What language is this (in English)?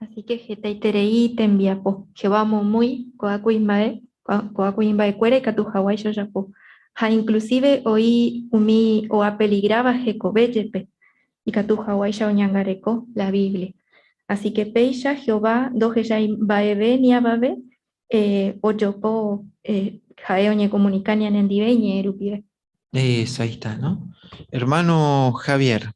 Guarani